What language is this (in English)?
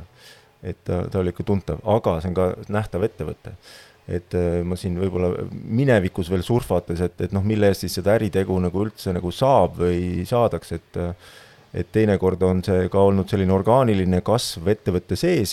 Estonian